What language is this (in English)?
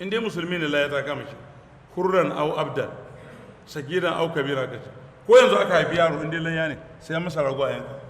Hausa